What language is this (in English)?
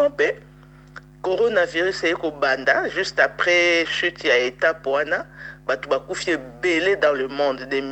Lingala